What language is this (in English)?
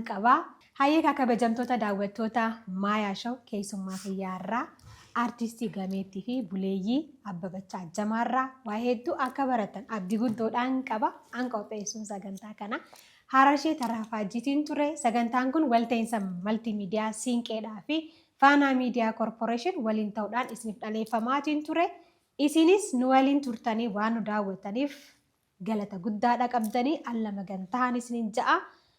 Oromo